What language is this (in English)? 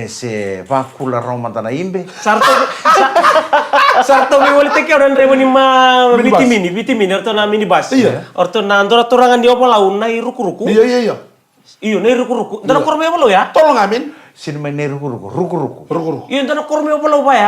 Fijian